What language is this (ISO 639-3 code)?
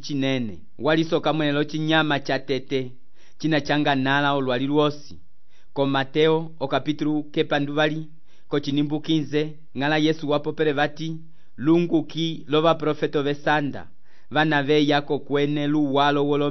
umb